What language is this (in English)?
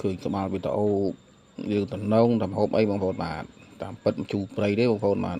Khmer